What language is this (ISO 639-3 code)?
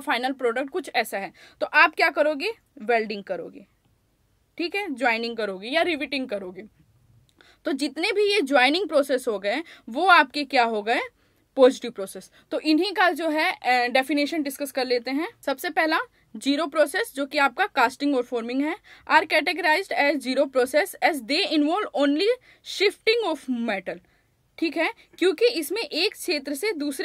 hin